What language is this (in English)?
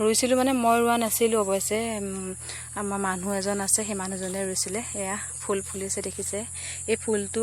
Assamese